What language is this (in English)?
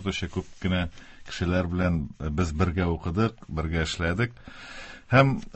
Tatar